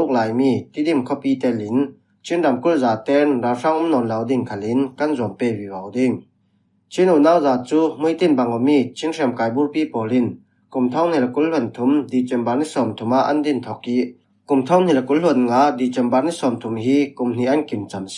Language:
Falam Chin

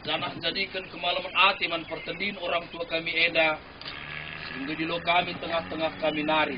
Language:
Batak Karo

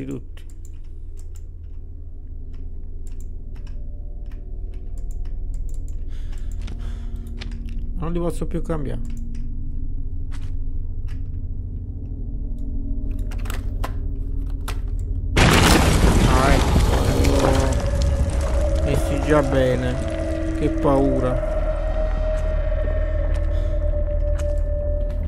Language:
Italian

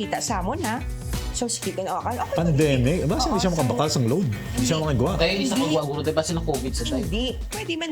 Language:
Hiligaynon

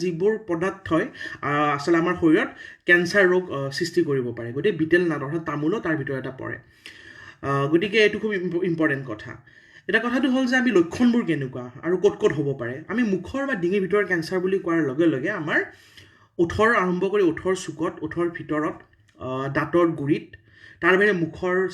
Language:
Assamese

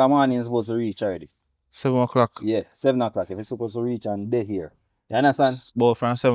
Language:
Jamaican Creole English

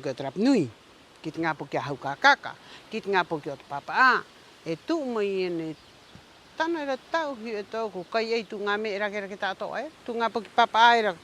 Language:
Rapanui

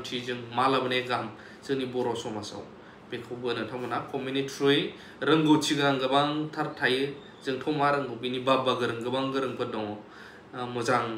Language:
Bodo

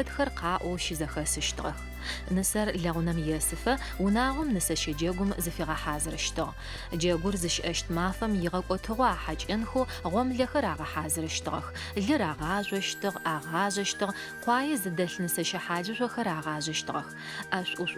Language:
Adyghe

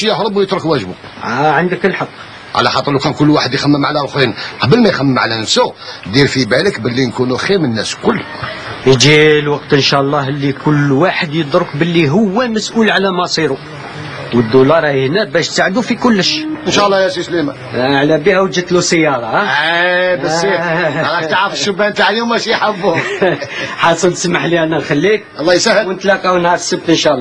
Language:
Algerian Arabic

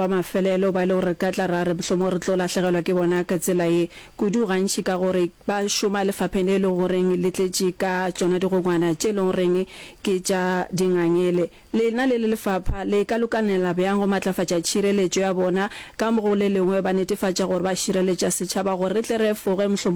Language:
Northern Sotho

